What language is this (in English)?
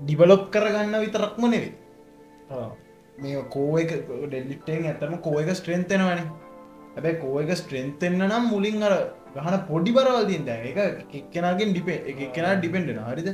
Sinhala